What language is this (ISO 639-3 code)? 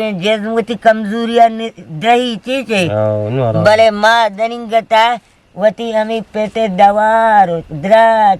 bgp